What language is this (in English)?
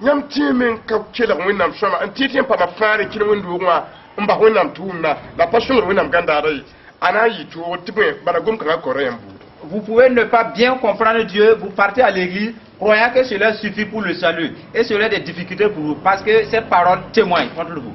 Mossi